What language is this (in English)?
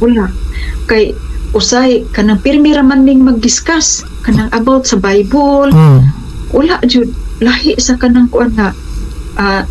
Cebuano